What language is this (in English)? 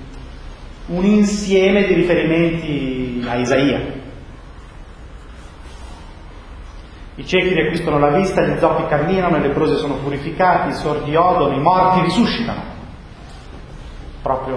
Italian